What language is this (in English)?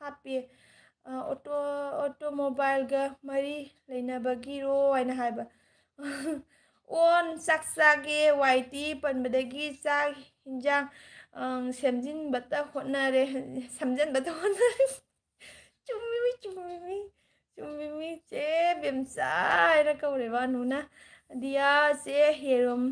Manipuri